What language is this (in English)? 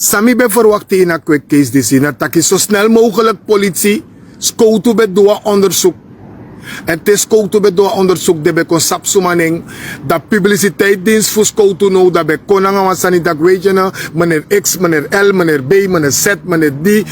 Sranan Tongo